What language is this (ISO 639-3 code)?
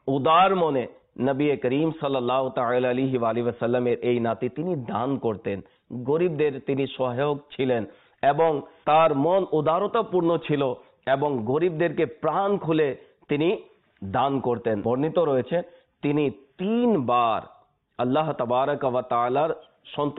ben